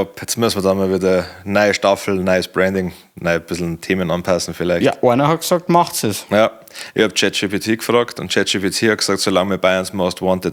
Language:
Bavarian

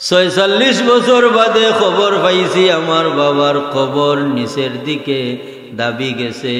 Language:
Sylheti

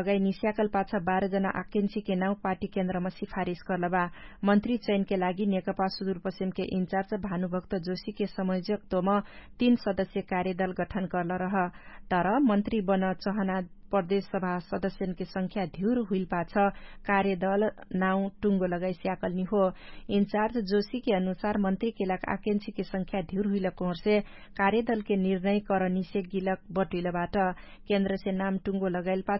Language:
Dangaura Tharu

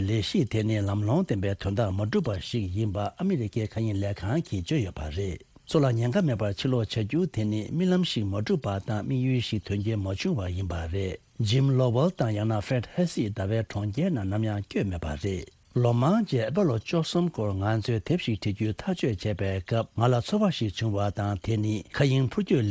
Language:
Tibetan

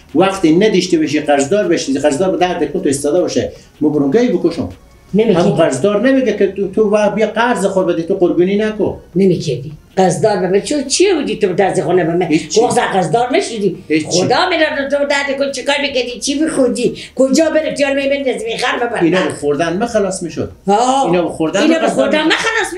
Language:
Persian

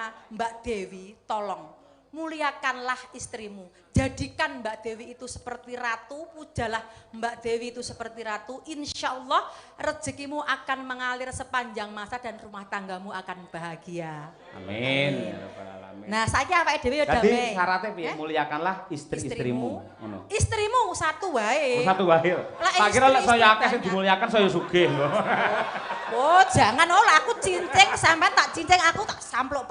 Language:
Javanese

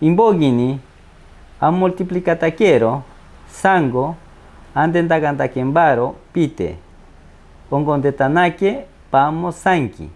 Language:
Machiguenga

